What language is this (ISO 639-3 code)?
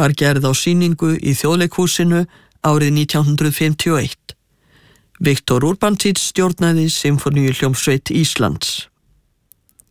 isl